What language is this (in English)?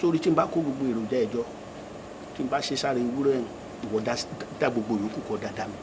Yoruba